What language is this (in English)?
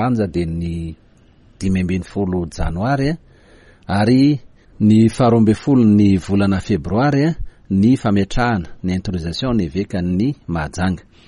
Malagasy